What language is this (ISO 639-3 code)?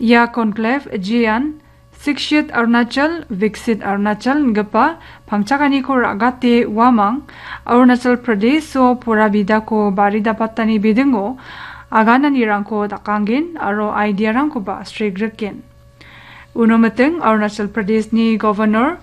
grt